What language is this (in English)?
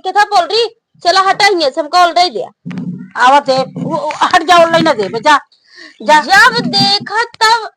Awadhi